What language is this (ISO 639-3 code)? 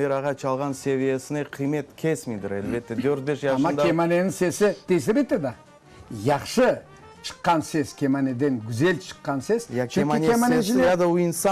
crh